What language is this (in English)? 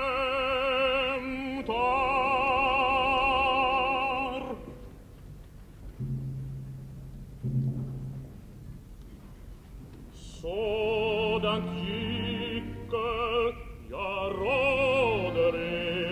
Swedish